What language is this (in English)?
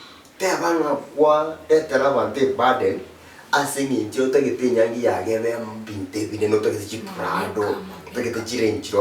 Gusii